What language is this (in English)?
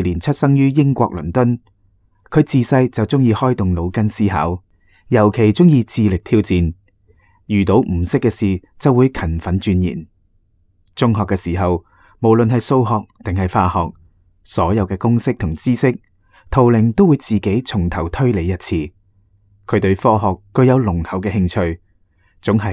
Cantonese